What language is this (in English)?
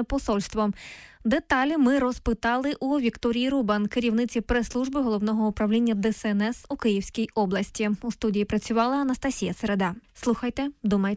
Ukrainian